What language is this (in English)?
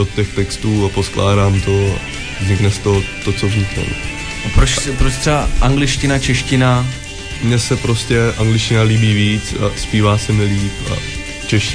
Czech